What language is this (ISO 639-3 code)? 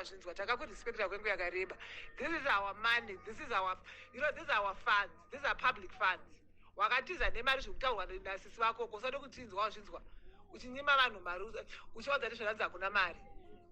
sna